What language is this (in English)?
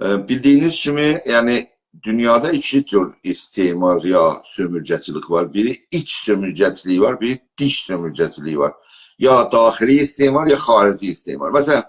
South Azerbaijani